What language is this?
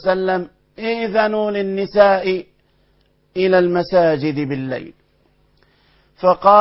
Arabic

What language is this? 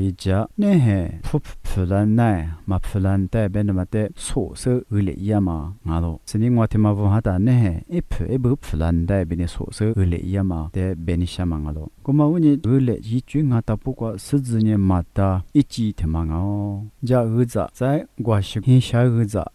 Lisu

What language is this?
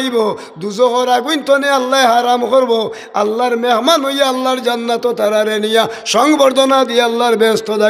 Sylheti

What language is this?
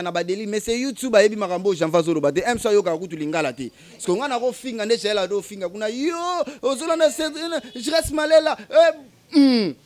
Lingala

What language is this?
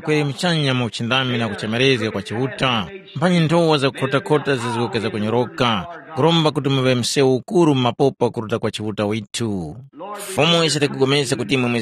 Tumbuka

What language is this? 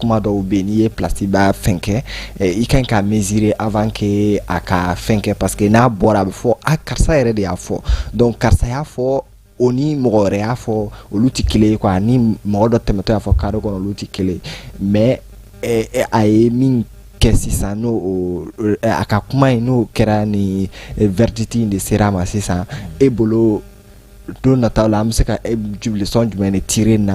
Bambara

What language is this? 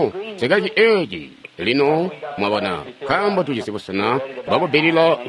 Tonga (Zambia)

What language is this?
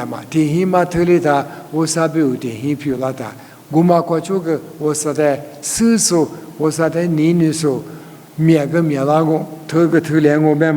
Lisu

